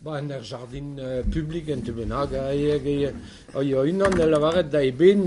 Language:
Breton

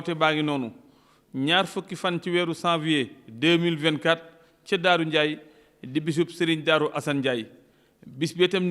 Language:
Wolof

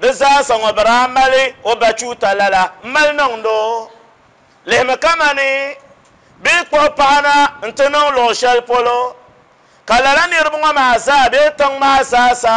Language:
Dagbani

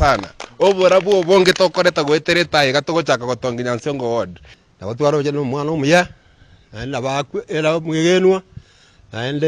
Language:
Gusii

